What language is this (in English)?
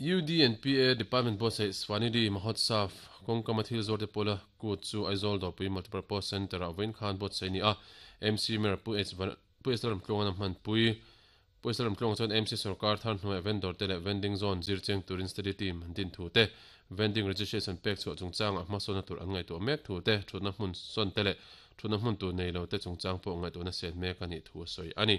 Mizo